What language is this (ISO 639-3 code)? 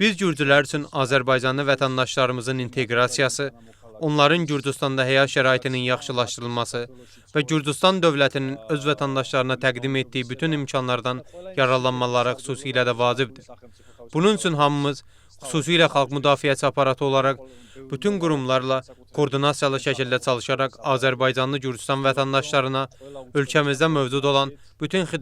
aze